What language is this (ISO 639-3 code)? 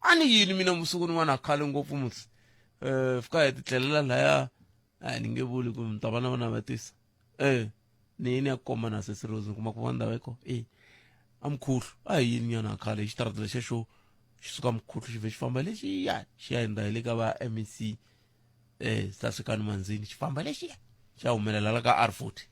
tso